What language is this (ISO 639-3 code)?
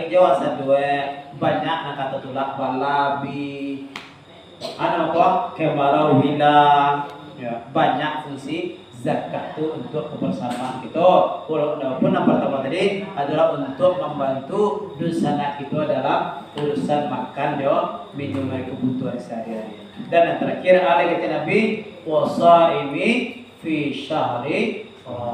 min